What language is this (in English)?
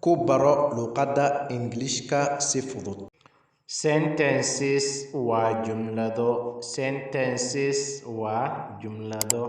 Somali